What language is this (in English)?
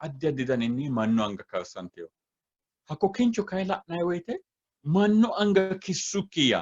Sidamo